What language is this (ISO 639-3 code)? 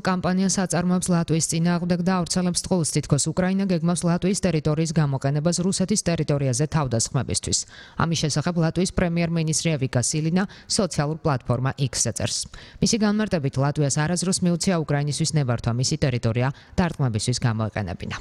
kat